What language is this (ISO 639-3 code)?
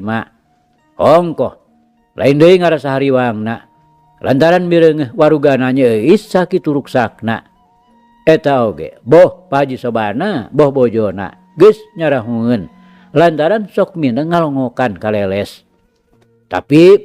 sun